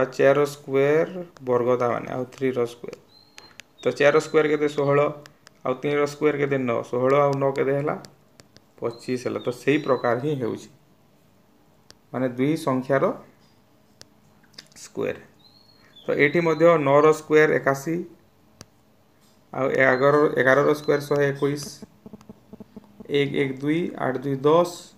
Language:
Odia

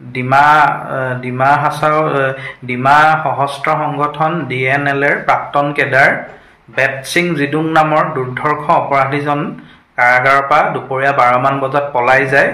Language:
Assamese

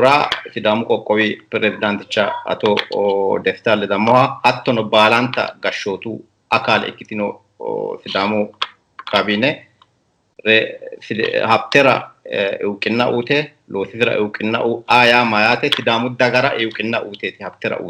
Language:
Sidamo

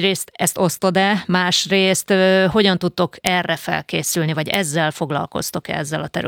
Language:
Hungarian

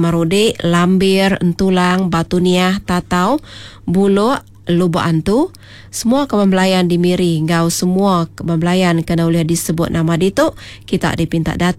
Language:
Iban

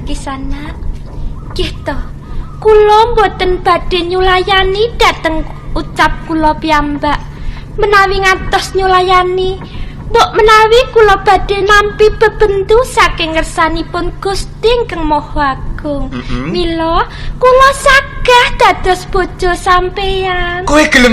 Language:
Javanese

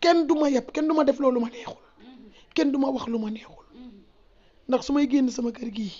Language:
Wolof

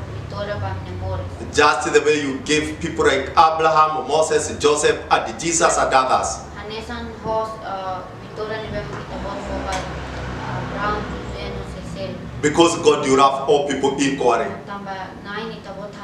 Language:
Tetum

